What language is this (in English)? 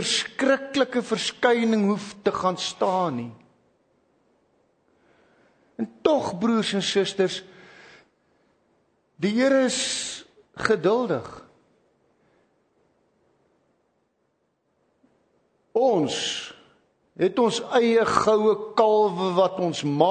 Afrikaans